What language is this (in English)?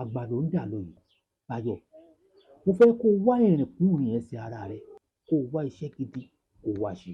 Yoruba